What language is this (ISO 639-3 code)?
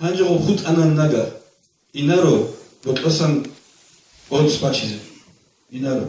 ava